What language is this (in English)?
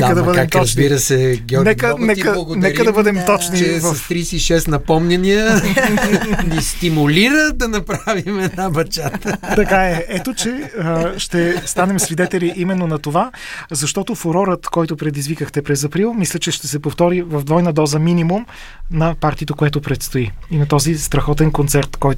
Bulgarian